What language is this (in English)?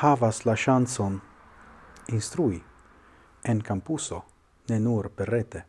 Esperanto